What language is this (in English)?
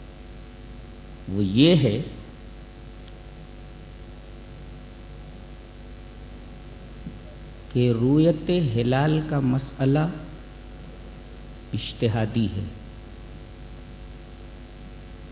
Urdu